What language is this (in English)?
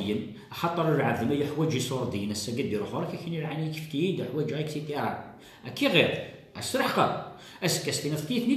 Kabyle